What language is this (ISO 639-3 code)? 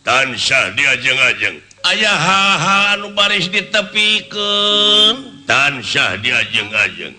sun